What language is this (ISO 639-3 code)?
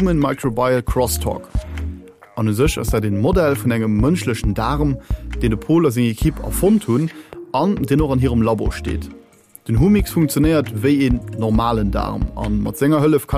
ltz